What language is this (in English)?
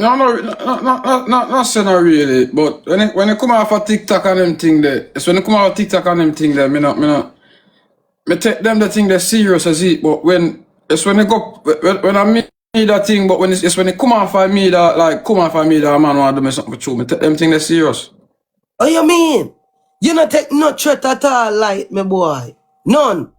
Jamaican Creole English